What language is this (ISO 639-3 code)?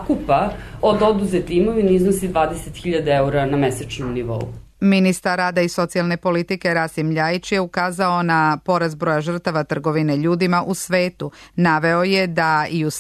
srp